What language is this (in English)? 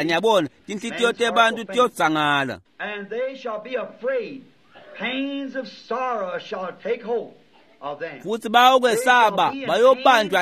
Swati